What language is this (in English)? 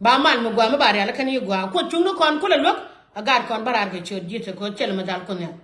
Nuer